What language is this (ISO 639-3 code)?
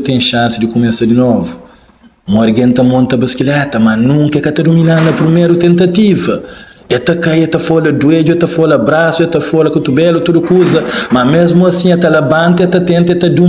kea